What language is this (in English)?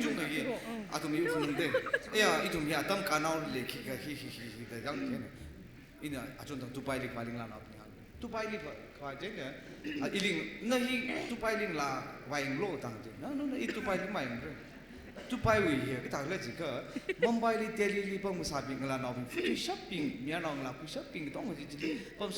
Tangkhul Naga (India)